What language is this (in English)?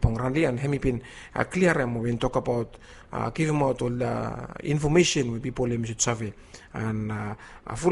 Bislama